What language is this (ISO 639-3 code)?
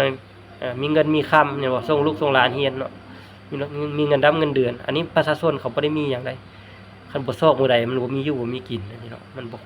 lao